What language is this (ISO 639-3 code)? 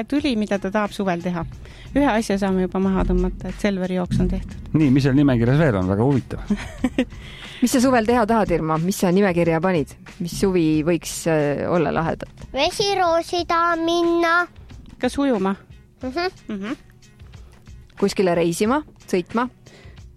est